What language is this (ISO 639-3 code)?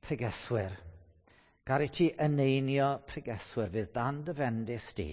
cym